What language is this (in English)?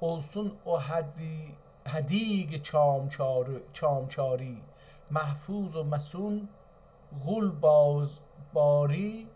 South Azerbaijani